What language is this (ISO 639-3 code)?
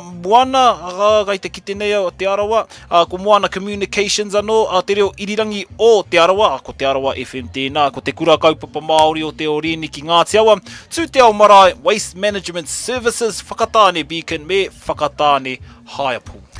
mri